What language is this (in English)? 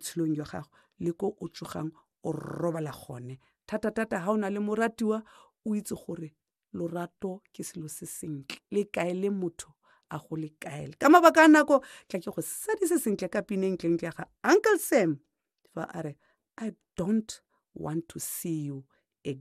Tswana